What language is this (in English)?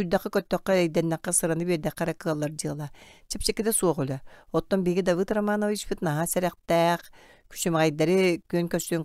Yakut